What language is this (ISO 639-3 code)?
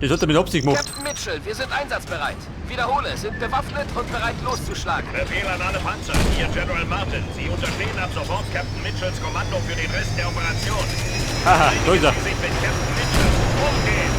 bar